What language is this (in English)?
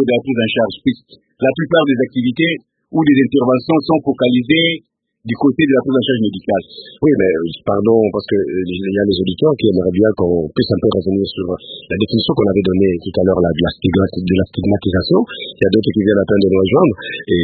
French